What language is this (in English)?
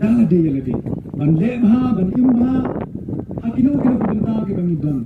Khasi